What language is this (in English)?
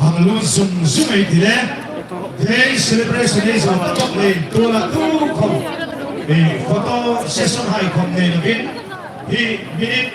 Hmar